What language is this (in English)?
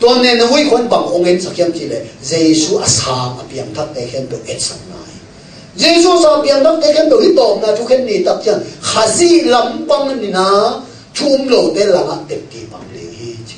Tedim Chin